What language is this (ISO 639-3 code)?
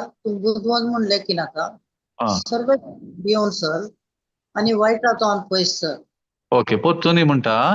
kok